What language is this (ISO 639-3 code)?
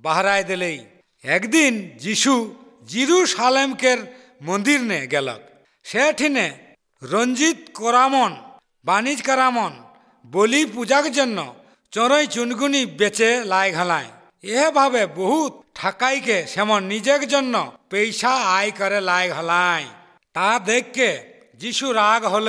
ben